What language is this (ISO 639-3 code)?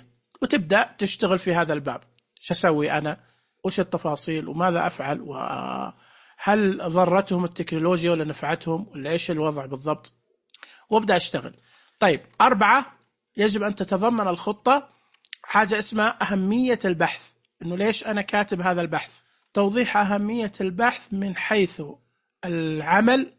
ars